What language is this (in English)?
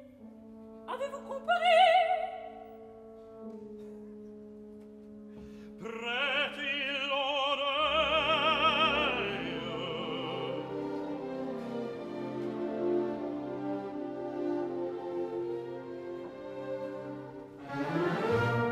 French